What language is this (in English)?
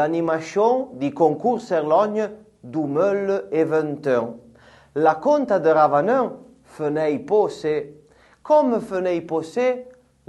Arpitan